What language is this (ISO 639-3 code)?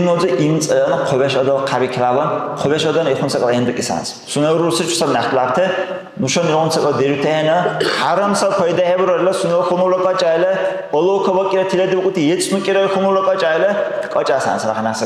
dar